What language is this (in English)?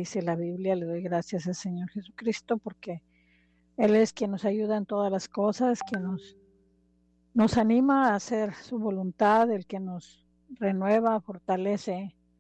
Spanish